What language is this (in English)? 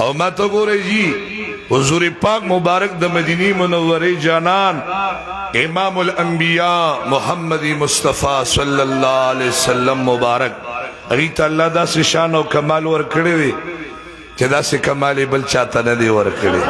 Pashto